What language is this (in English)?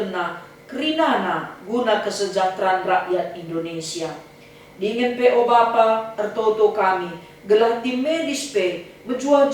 Batak Karo